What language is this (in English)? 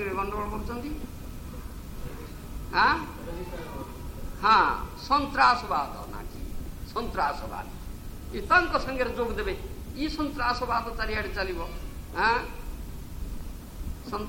Odia